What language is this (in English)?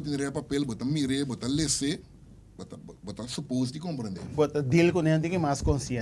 Papiamento